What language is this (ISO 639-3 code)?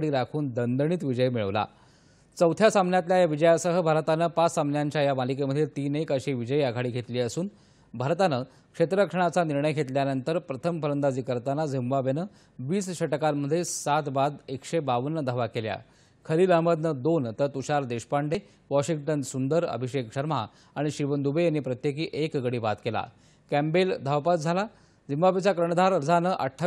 mar